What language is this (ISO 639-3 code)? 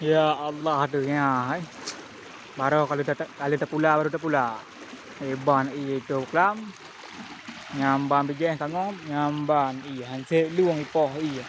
ace